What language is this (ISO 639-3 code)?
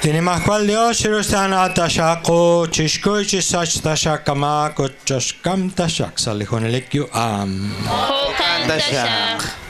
kek